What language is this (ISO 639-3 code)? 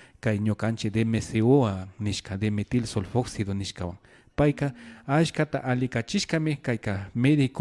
qvi